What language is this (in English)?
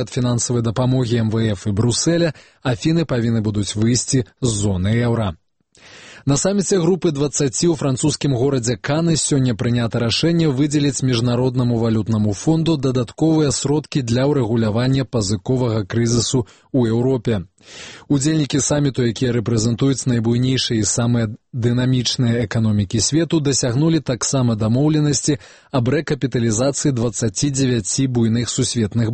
Belarusian